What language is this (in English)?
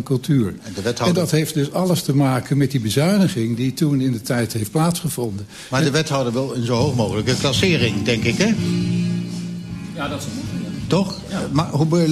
Dutch